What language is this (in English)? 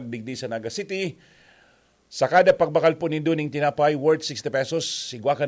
Bikol